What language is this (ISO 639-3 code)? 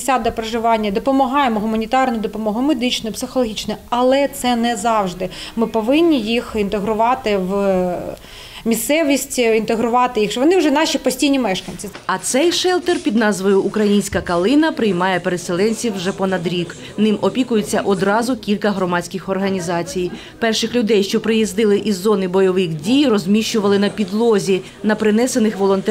ukr